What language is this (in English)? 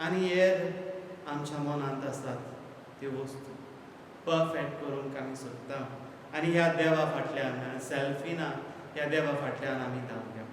Konkani